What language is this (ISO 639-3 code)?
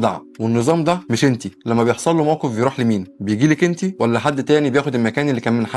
arz